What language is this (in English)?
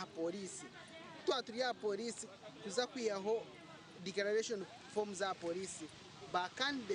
Nyankole